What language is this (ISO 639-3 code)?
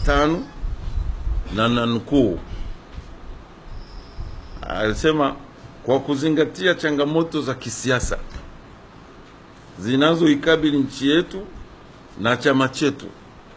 swa